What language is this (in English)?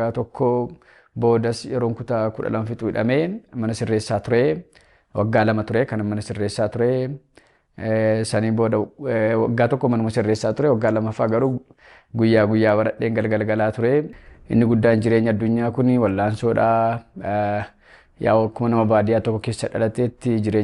Oromo